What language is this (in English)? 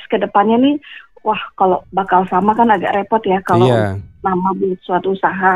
Indonesian